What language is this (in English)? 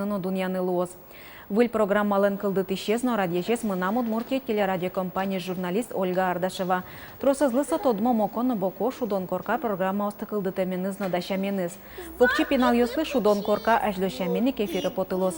Udmurt